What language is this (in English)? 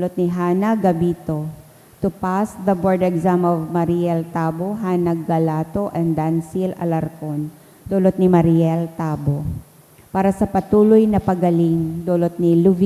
Bikol